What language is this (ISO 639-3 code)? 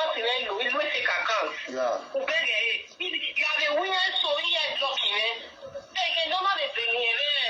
pcm